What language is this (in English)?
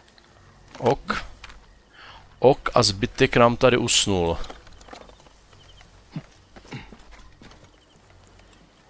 Czech